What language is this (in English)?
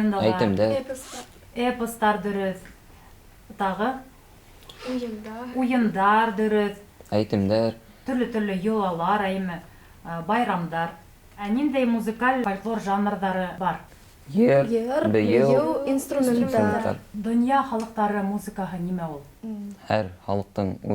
Bashkir